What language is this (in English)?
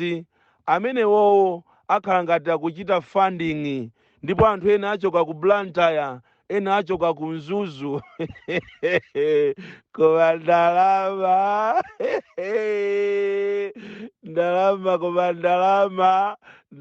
Nyanja